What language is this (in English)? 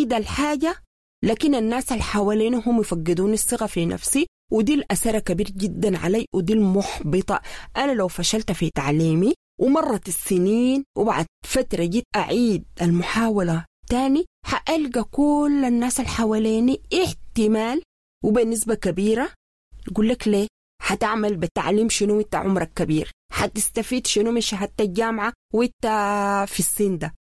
Sudanese Arabic